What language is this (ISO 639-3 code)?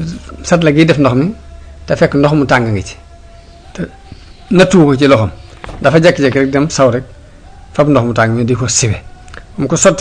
wol